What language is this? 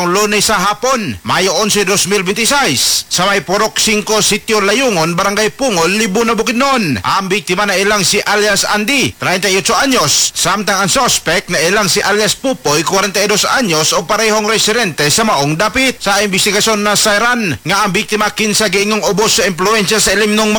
Cebuano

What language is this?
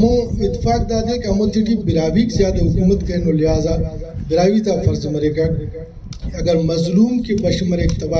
Brahui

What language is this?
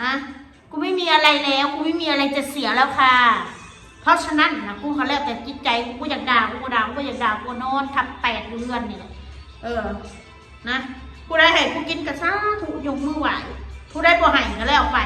Northeastern Thai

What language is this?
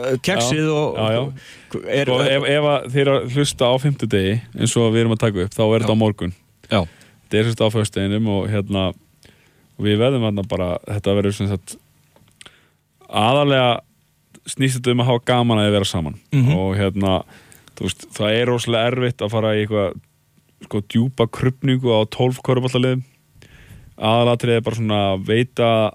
Icelandic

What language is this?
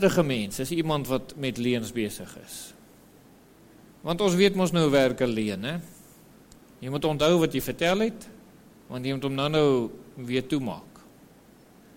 Afrikaans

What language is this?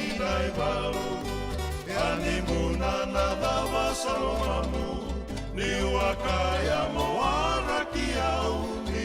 Fijian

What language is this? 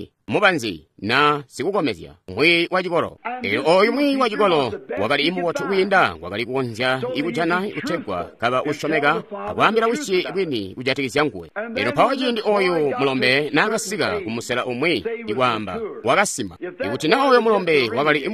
Tonga (Zambia)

